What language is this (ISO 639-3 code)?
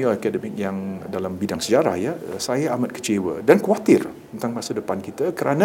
msa